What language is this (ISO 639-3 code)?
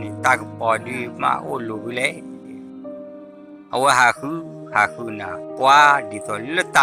ksw